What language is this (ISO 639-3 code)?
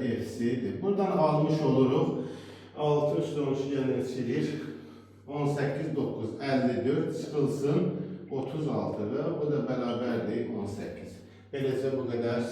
aze